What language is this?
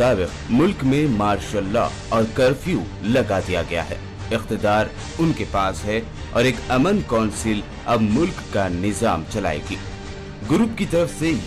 Urdu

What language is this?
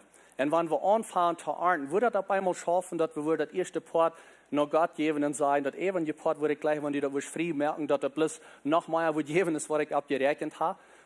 Plautdietsch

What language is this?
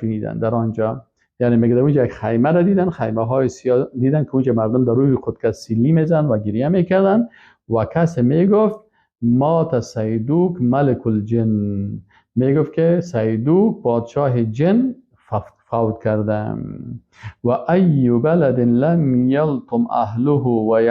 Persian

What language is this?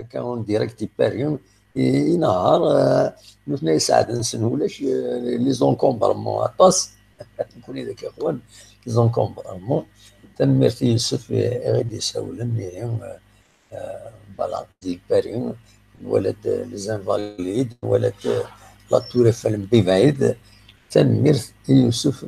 Kabyle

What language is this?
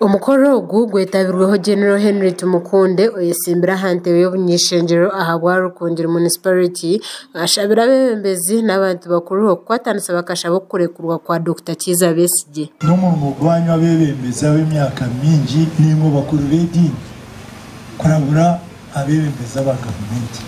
Nyankole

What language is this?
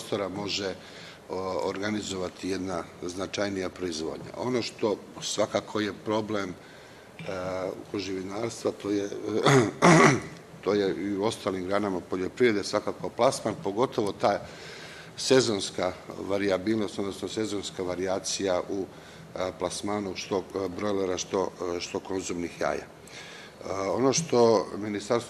Serbian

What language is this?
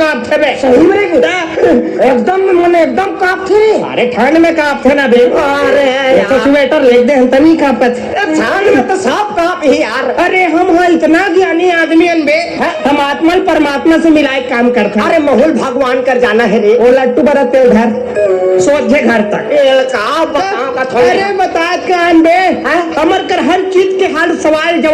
Chhattisgarhi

